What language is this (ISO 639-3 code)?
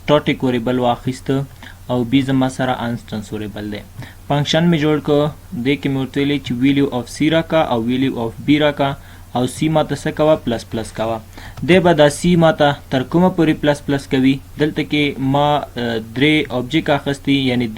pus